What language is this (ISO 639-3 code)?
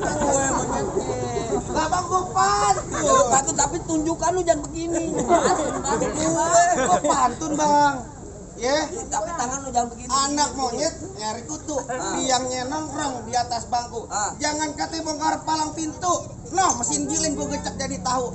bew